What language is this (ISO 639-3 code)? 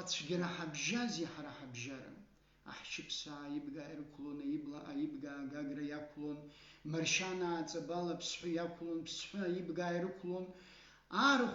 abk